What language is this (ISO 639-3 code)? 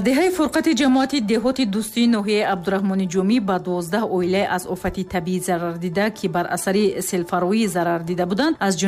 tgk